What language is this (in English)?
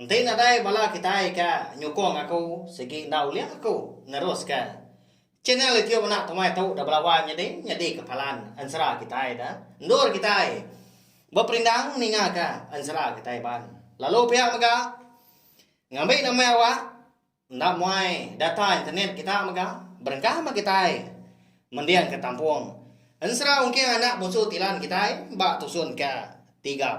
Iban